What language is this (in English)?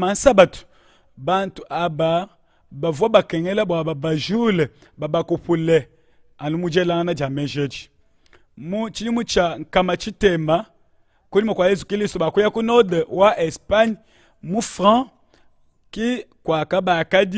Luba-Lulua